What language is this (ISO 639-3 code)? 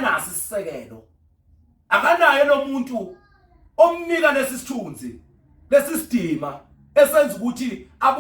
zul